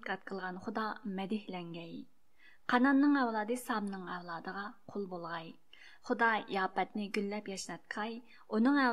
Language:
Uyghur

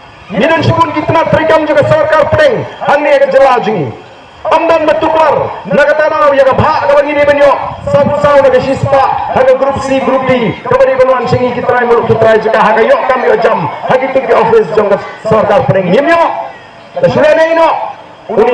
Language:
Khasi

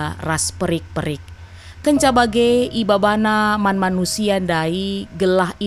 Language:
Batak Karo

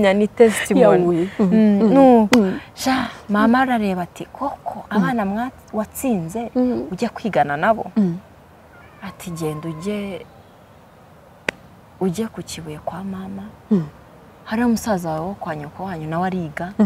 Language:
Kinyarwanda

